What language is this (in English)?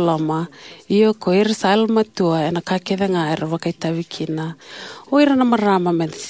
Fijian